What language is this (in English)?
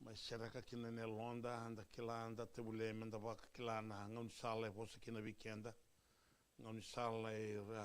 Fijian